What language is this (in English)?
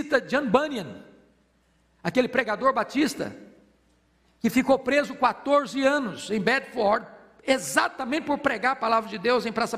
Portuguese